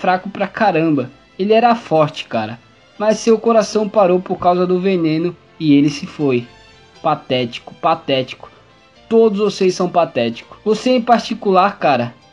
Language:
Portuguese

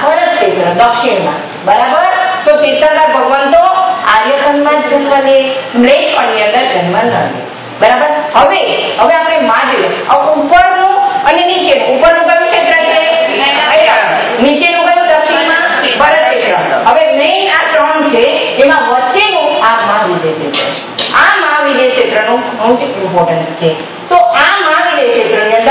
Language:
Gujarati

